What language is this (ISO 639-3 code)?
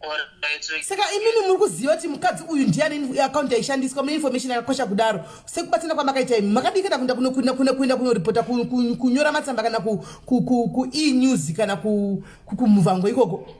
sna